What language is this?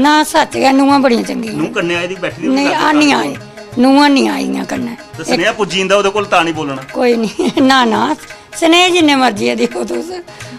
Dogri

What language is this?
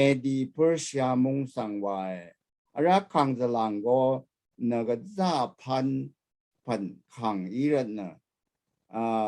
Rawang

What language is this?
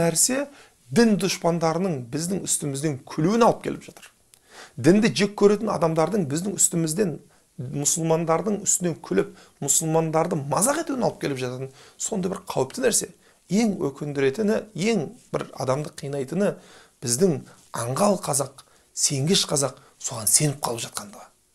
Kazakh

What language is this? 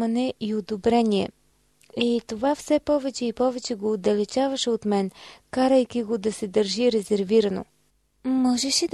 Bulgarian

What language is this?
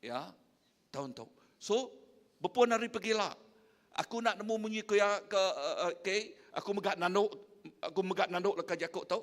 Iban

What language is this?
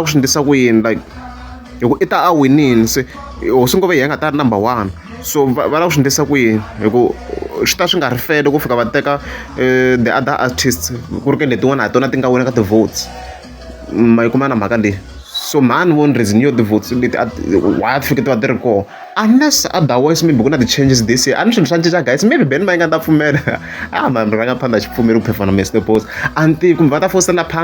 Tsonga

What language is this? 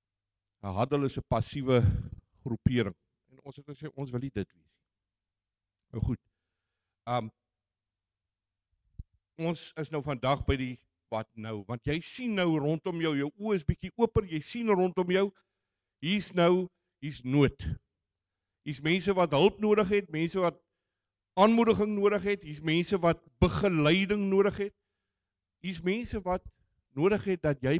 Afrikaans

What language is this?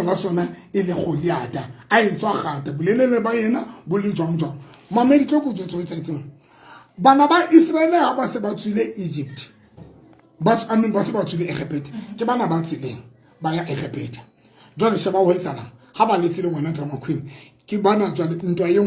Tswana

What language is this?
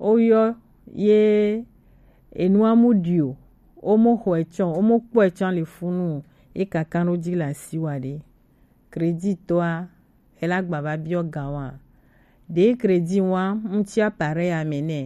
Gen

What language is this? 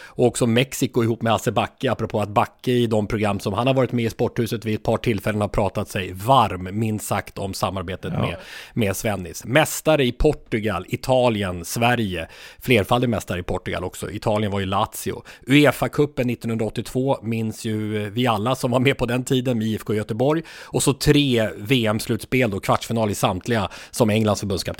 Swedish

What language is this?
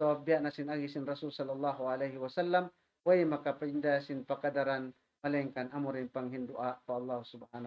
Tausug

